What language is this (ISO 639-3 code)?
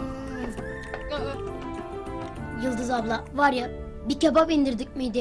tur